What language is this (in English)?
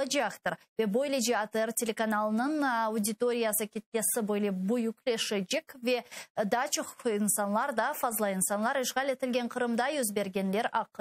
Crimean Tatar